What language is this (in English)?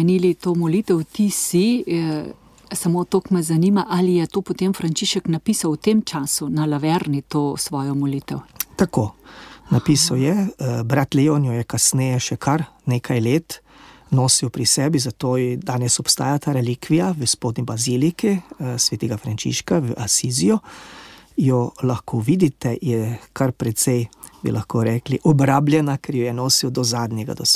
Slovenian